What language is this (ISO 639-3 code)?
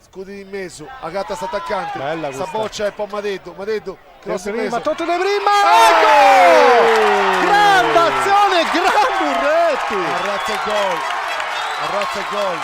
srd